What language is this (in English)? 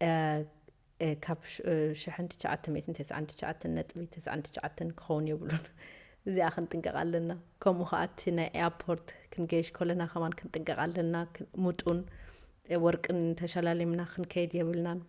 Tigrinya